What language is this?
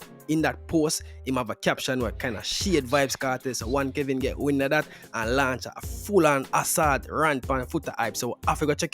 Jamaican Creole English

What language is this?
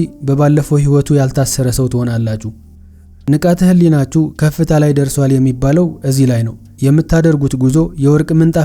Amharic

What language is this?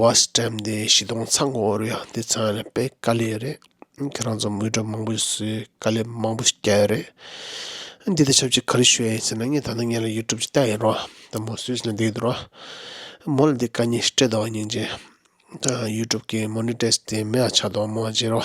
Tibetan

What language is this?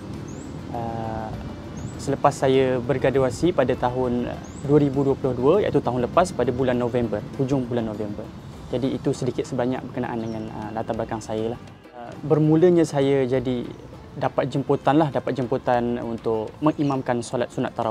Malay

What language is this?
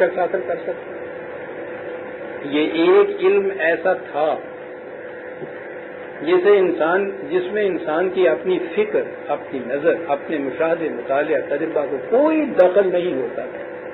Urdu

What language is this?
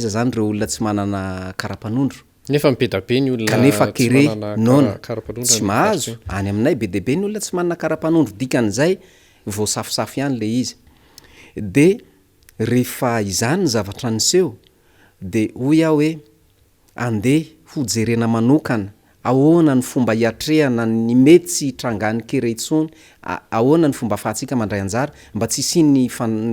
Malagasy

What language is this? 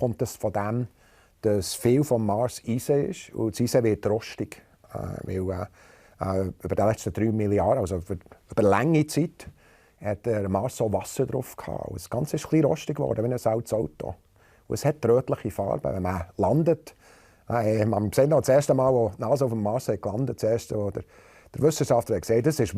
Romansh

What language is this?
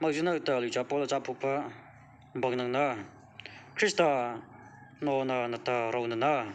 Mara Chin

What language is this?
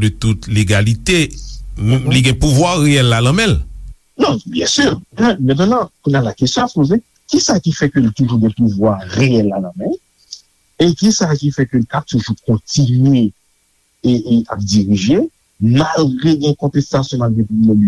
Haitian Creole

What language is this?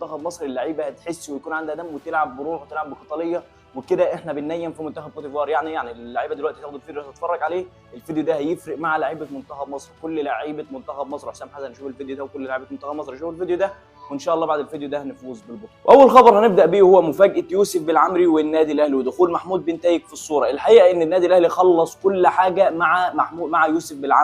Egyptian Arabic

